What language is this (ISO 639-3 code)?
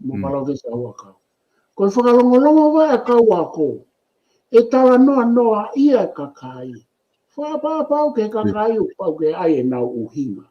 ton